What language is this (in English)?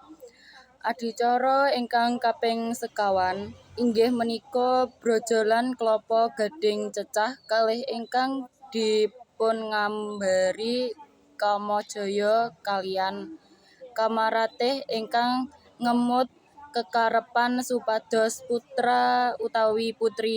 Javanese